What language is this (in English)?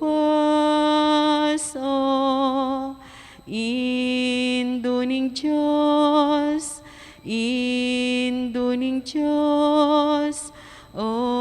Pampanga